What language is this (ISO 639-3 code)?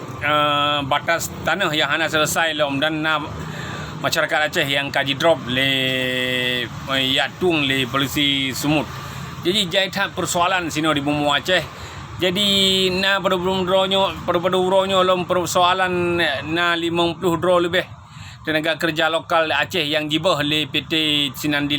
ace